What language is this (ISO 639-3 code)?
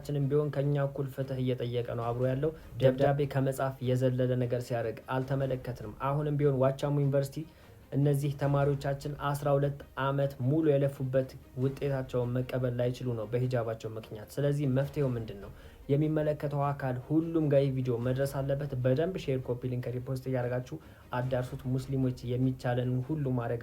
amh